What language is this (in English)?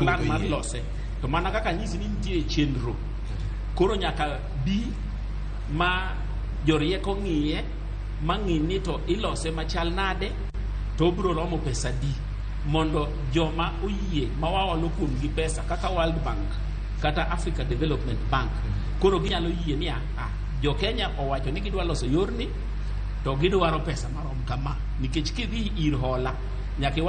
Luo (Kenya and Tanzania)